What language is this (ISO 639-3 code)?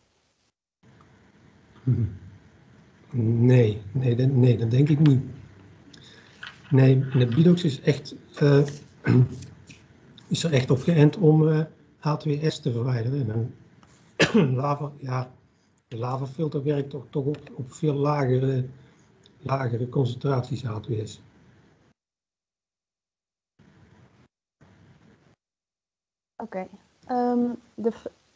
nld